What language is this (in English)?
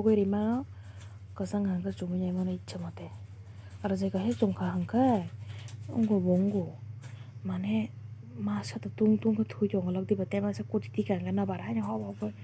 Kok Borok